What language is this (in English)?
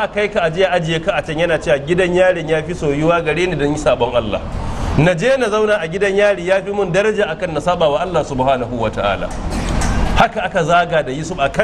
Hausa